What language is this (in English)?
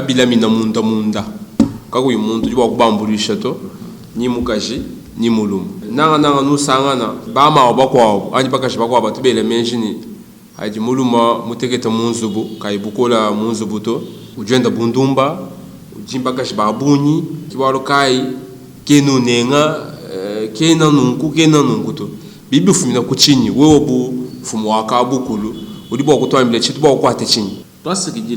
Luba-Lulua